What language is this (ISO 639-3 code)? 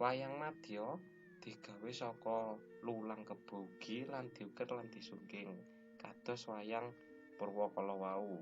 jav